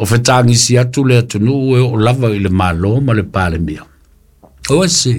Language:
Samoan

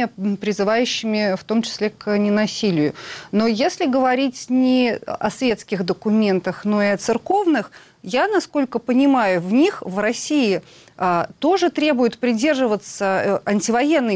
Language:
Russian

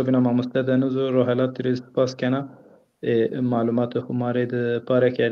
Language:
Zaza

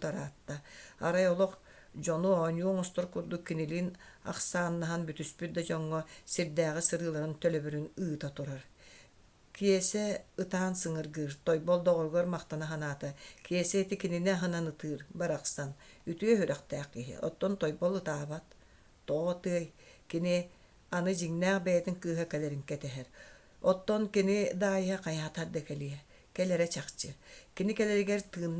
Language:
Yakut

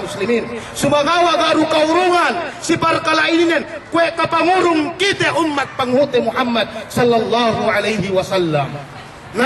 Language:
Yakan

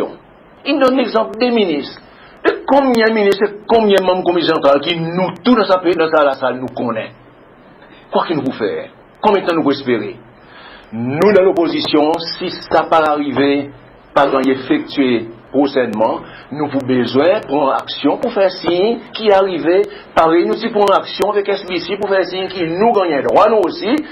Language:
Seselwa Creole French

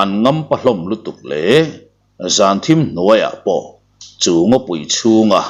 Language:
Mizo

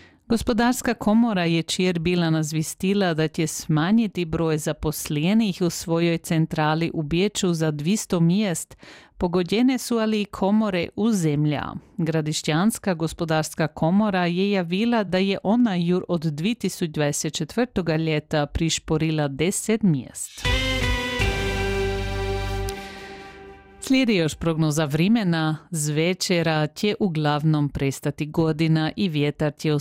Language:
Croatian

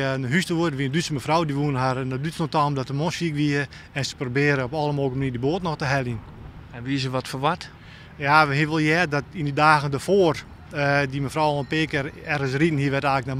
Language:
Western Frisian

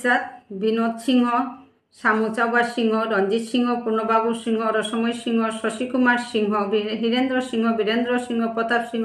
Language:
Bishnupriya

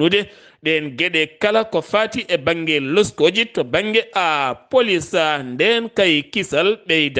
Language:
Fula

